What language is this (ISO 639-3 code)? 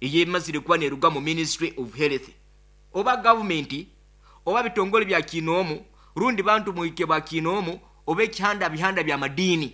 nyo